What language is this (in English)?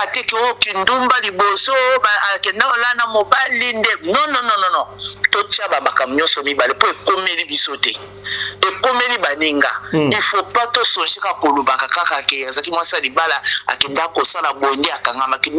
Lingala